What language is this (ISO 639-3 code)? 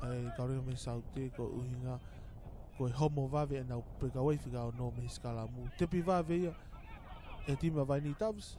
ton